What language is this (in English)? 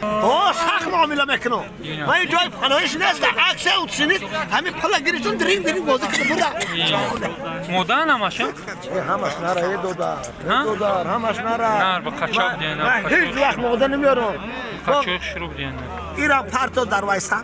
Tajik